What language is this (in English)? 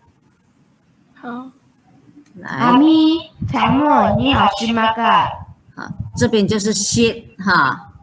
Hakka Chinese